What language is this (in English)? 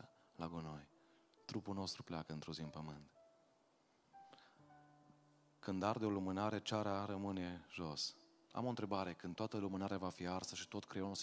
Romanian